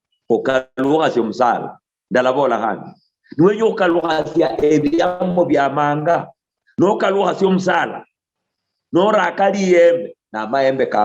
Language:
Luyia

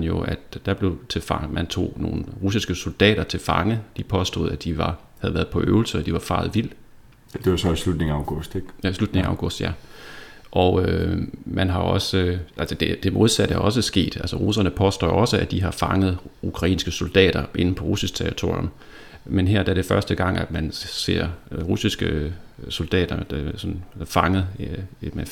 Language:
Danish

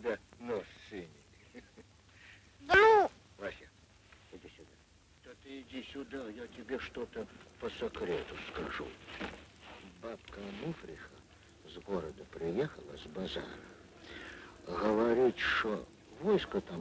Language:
Russian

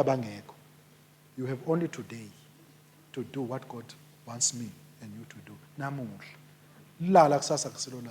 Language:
Swati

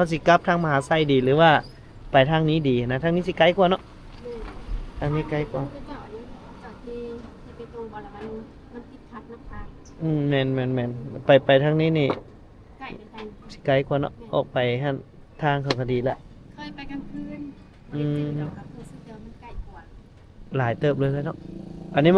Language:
Lao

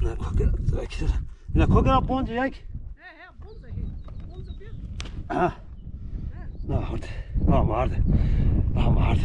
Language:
Zaza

